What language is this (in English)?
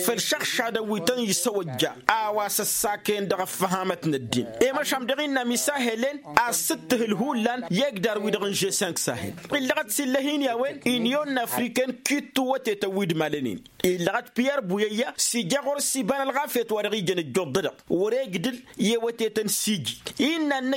Tamasheq